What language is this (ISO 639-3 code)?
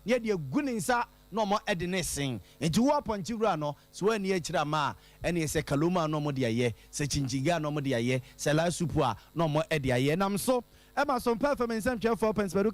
aka